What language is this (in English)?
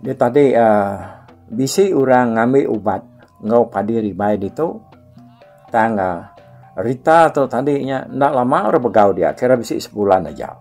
Iban